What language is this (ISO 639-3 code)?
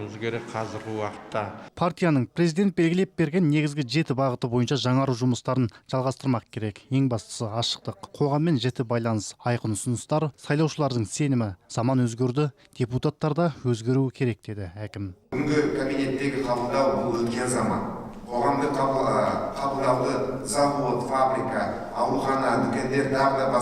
kaz